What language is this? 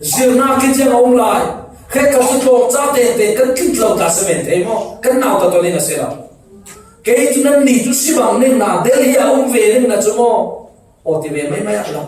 Falam Chin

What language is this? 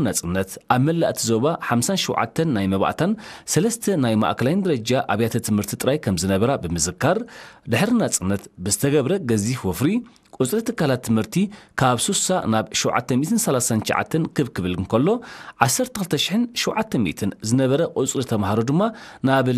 Tigrinya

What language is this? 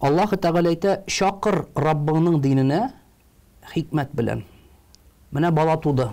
Tatar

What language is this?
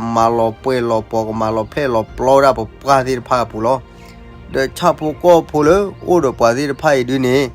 S'gaw Karen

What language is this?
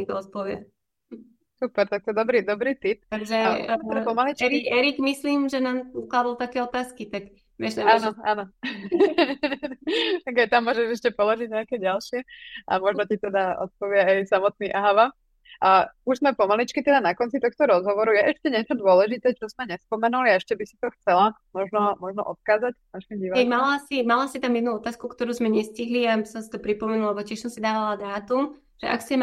Slovak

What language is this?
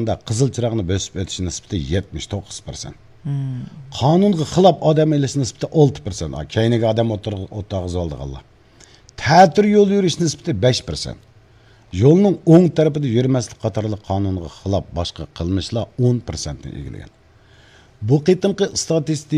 Uyghur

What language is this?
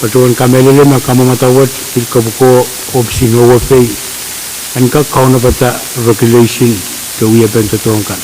Pohnpeian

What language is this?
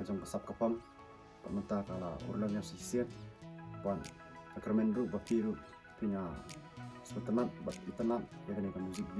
Khasi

